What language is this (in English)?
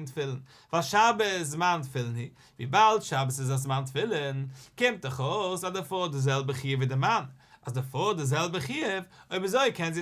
Yiddish